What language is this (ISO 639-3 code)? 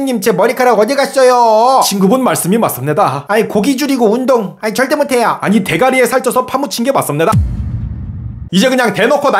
kor